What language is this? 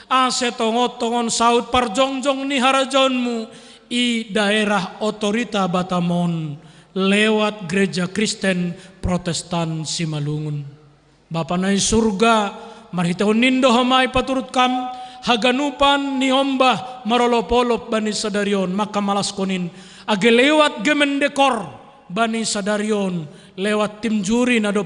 Batak Simalungun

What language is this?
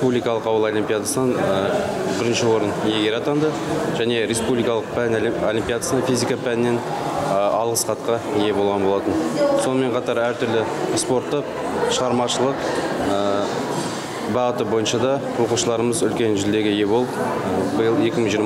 Kazakh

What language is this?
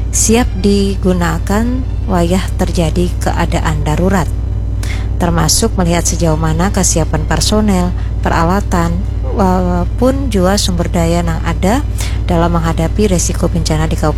Banjar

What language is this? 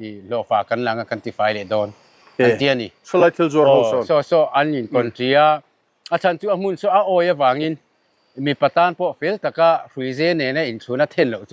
Mizo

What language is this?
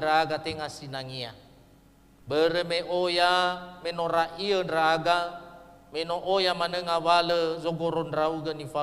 Nias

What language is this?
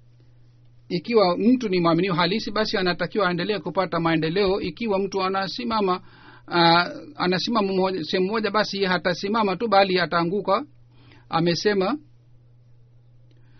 Swahili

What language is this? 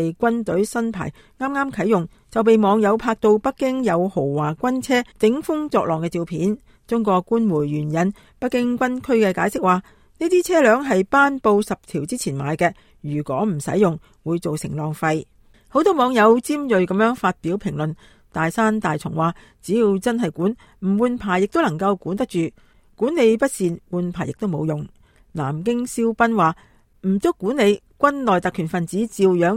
Cantonese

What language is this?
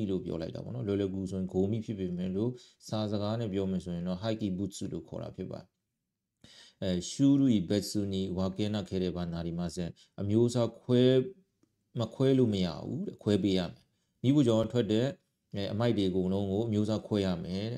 Burmese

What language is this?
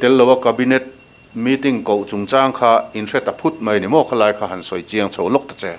Mizo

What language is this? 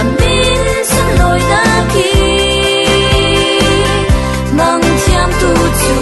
Falam Chin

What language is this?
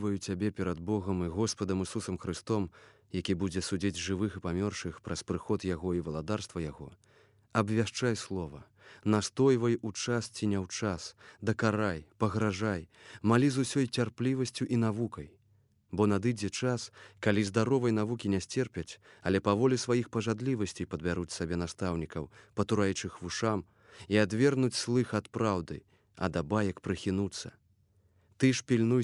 Belarusian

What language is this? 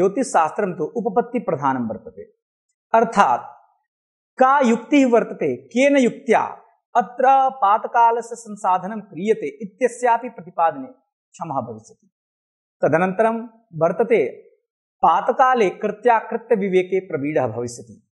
Sanskrit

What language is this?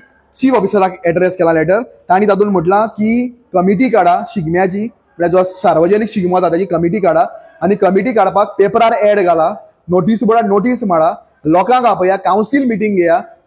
Konkani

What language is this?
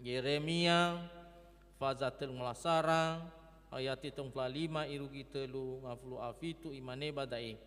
Nias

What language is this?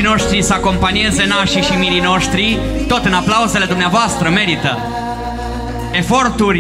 Romanian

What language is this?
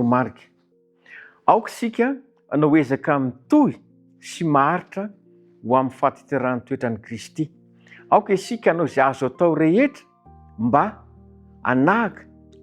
Malagasy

